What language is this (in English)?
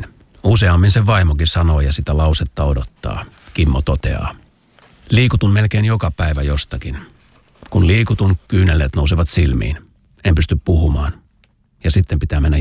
Finnish